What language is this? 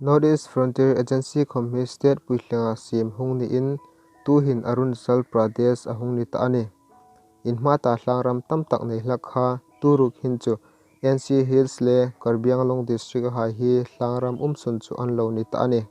Hmar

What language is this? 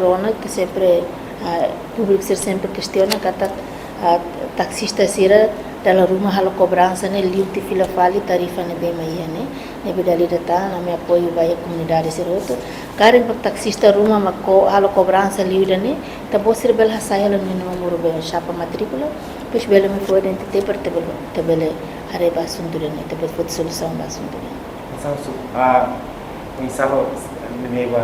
Tetum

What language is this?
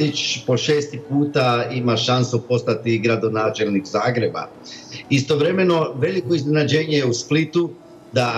Croatian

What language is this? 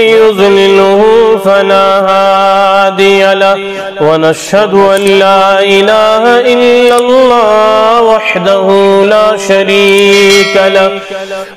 Kashmiri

